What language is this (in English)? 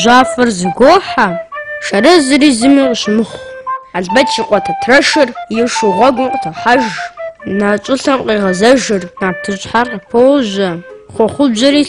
Kabardian